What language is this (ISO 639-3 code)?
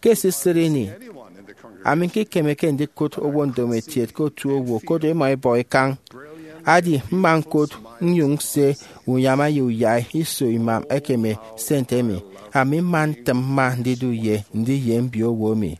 efi